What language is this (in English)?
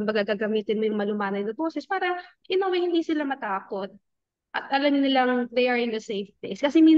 Filipino